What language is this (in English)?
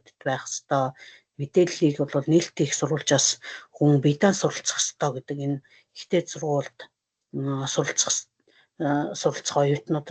Mongolian